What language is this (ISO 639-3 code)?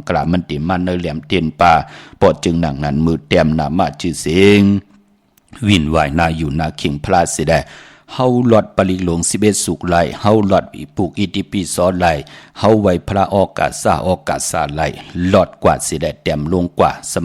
shn